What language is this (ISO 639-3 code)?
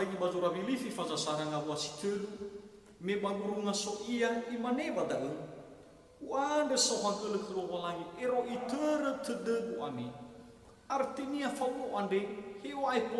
nia